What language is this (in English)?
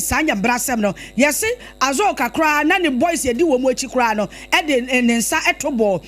Akan